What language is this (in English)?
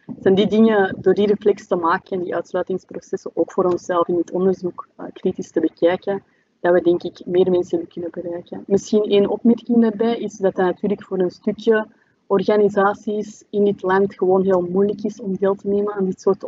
Dutch